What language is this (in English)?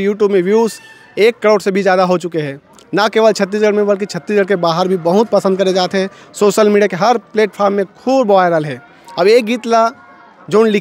Chhattisgarhi